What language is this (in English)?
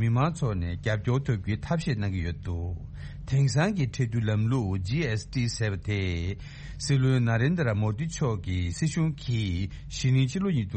Tibetan